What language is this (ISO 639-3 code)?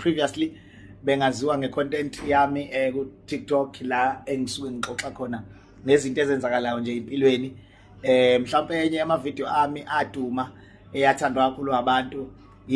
zul